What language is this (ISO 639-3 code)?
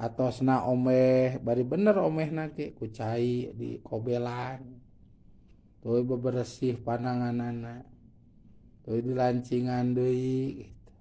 sun